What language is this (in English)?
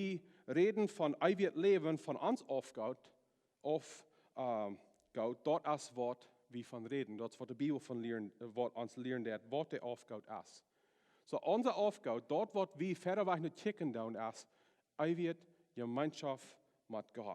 Plautdietsch